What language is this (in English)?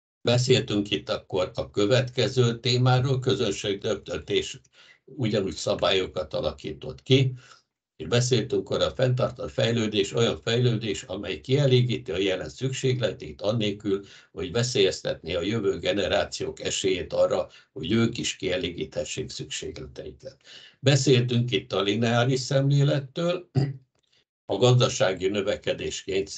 Hungarian